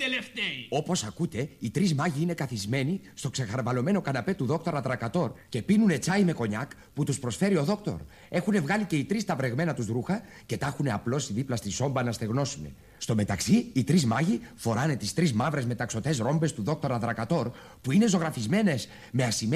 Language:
Greek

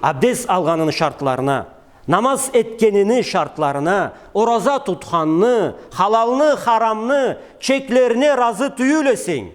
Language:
Karachay-Balkar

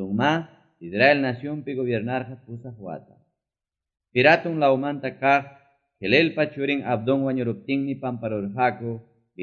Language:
Ayacucho Quechua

